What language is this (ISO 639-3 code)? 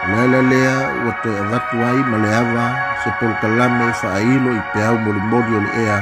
smo